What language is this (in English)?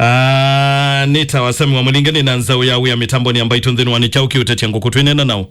Kamba